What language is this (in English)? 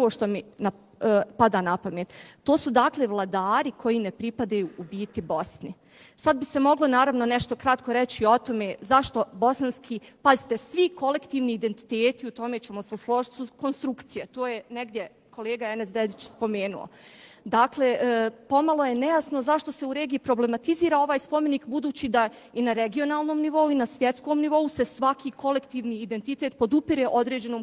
Bosnian